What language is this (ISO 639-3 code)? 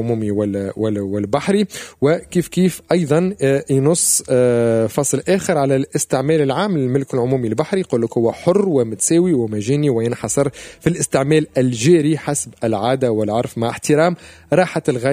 aeb